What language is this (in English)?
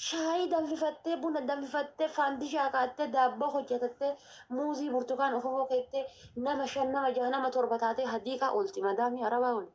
Oromo